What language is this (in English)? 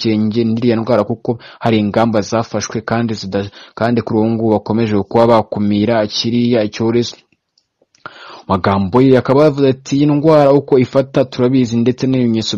Kinyarwanda